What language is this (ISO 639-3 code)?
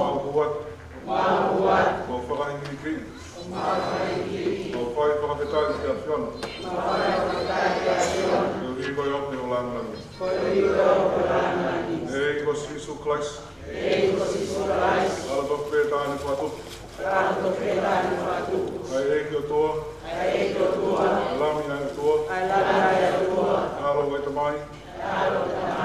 ton